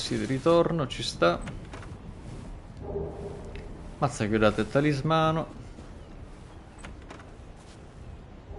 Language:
Italian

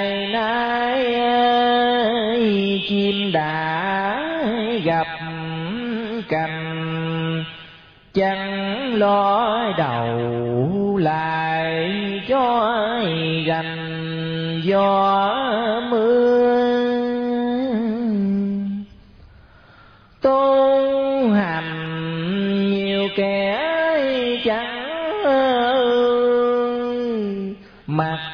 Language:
Vietnamese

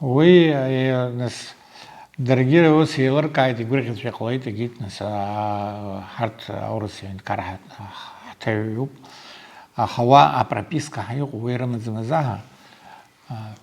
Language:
Abkhazian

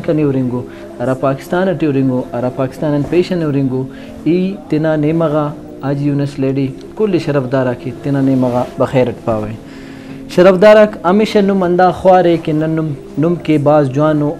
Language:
Brahui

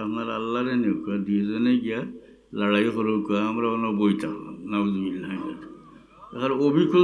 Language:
Sylheti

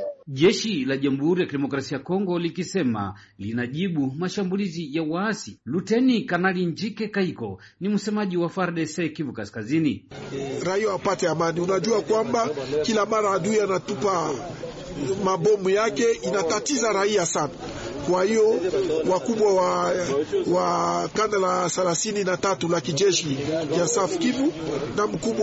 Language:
Swahili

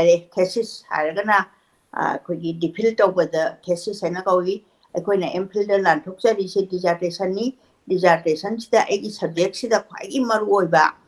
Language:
Manipuri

